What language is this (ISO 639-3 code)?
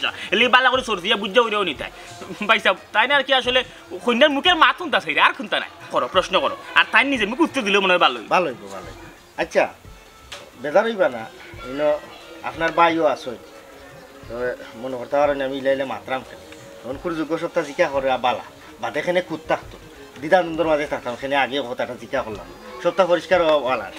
syl